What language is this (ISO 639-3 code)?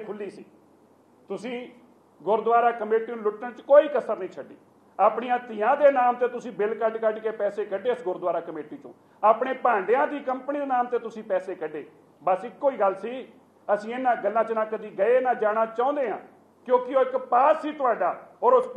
pan